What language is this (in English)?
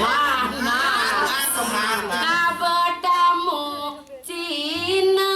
Balinese